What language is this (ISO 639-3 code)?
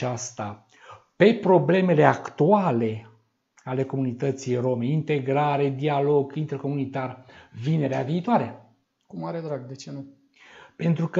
ron